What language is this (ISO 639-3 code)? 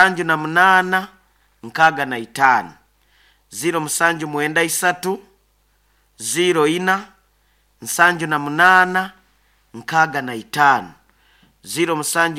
nyo